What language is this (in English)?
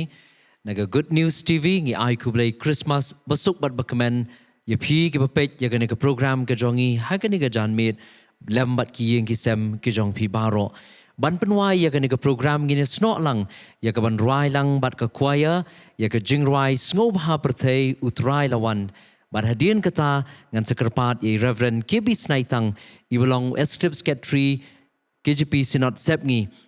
Khasi